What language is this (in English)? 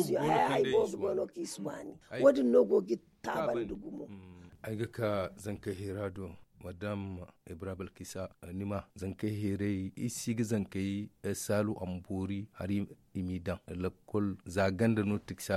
Zarma